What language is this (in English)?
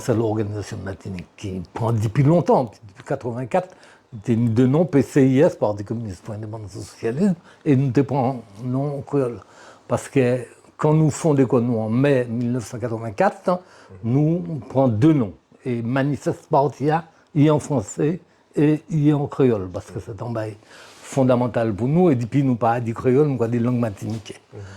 Guadeloupean Creole French